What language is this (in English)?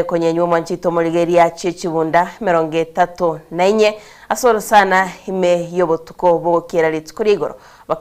Gusii